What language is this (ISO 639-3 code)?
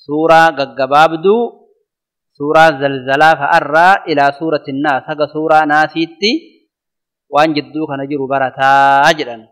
orm